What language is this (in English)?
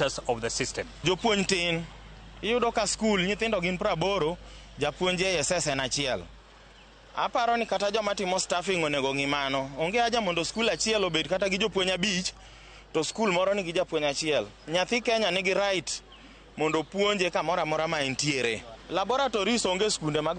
Luo (Kenya and Tanzania)